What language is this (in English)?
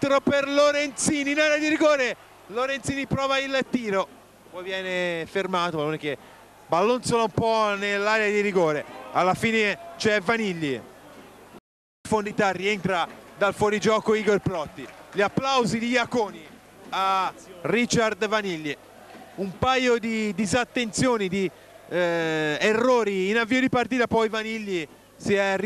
Italian